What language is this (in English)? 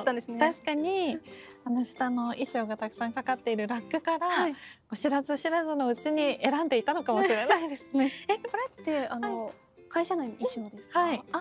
Japanese